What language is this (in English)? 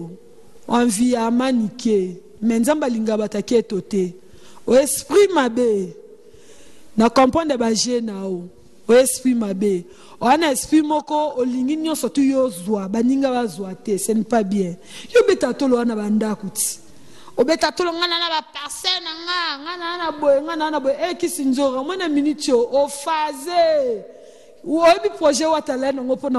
Lingala